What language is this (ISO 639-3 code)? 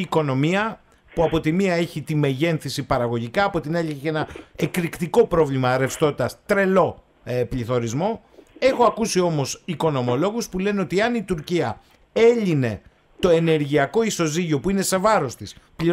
ell